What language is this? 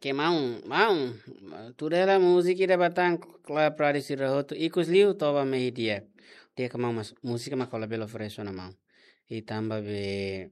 Tetum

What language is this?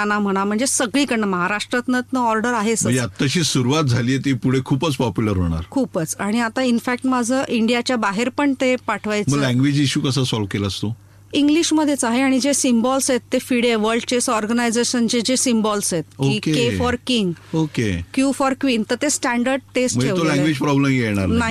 Marathi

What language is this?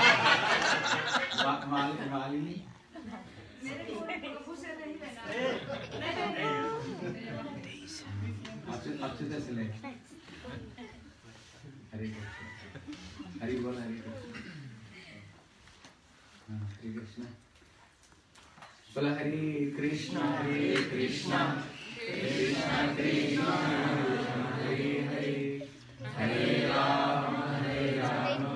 Hindi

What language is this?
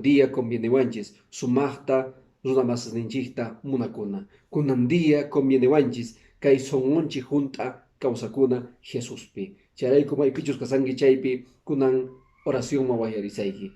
Quechua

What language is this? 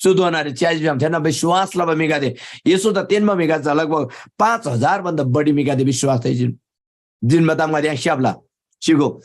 Eastern Tamang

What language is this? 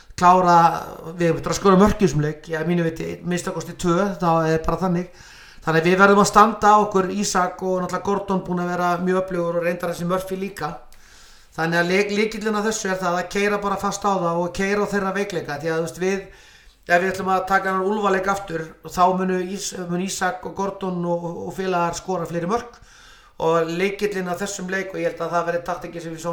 Icelandic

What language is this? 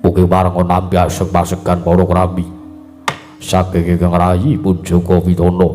Javanese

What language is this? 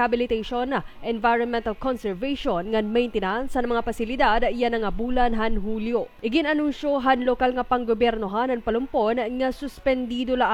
Waray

